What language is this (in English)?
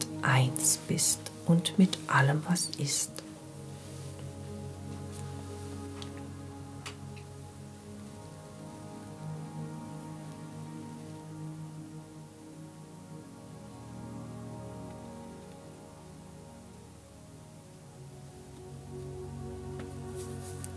German